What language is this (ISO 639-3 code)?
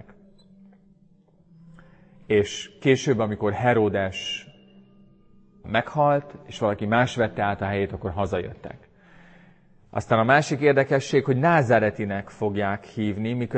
hun